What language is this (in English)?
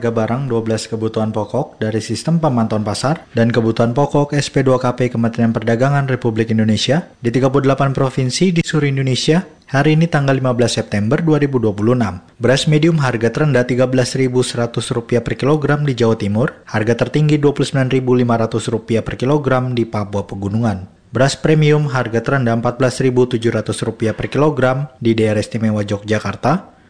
Indonesian